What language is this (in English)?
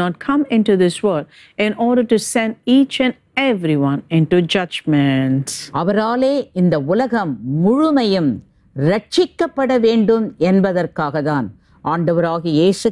Tamil